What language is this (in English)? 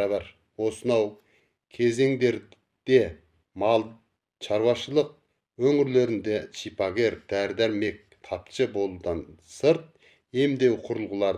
Kazakh